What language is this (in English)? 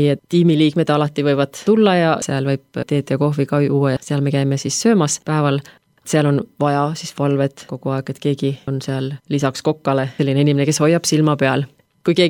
Estonian